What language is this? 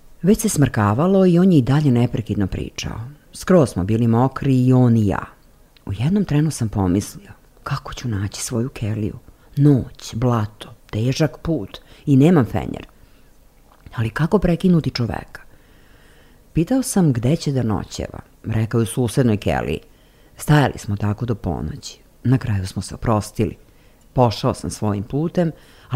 Serbian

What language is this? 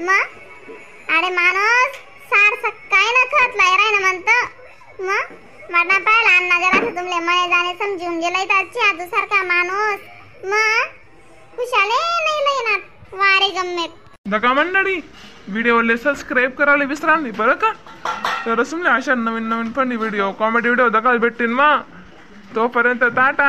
Khandesi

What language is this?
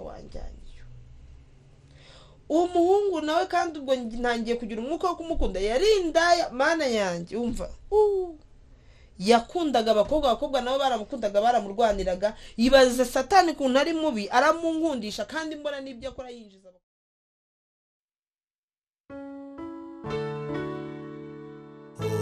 Kinyarwanda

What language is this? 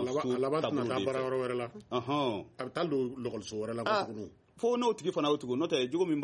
Bambara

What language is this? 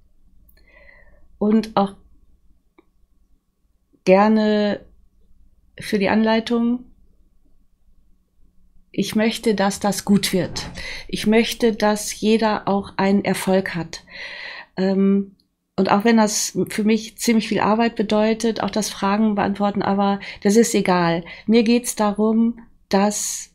German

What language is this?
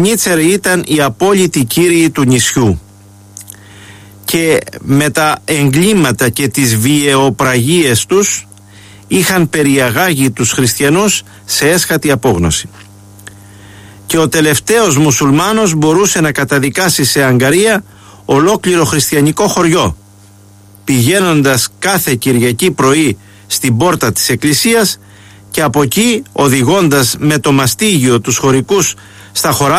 Greek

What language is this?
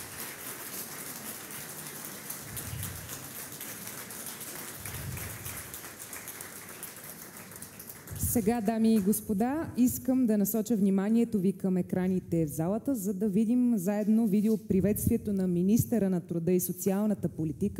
Bulgarian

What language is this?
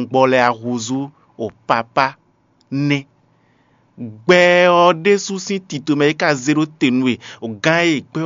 Fon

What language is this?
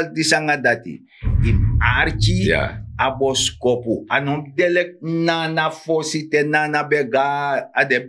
Sranan Tongo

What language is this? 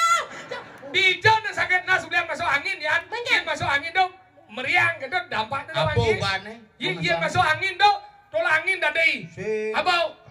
Balinese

